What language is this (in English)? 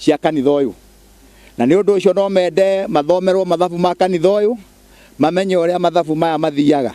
Kikuyu